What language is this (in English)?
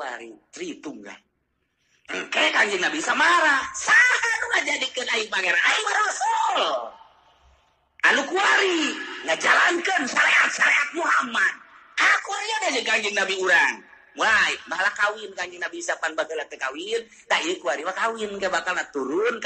Sundanese